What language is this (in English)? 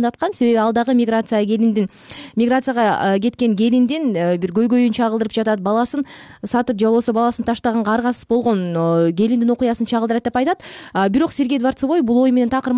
Kyrgyz